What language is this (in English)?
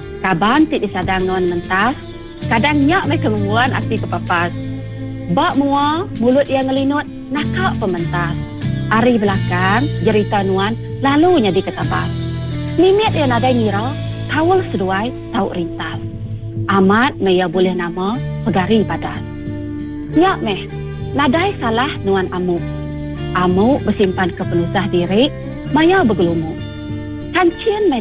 Iban